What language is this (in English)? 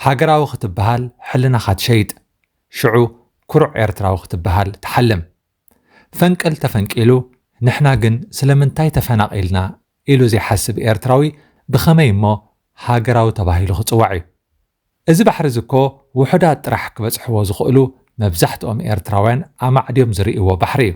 Tigrinya